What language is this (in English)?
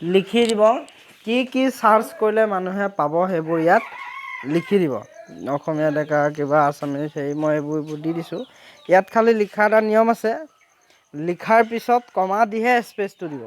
Assamese